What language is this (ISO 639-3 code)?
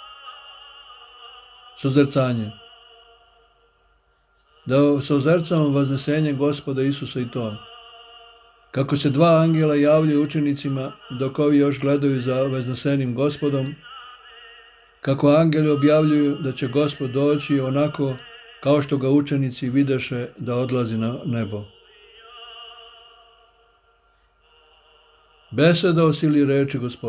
srp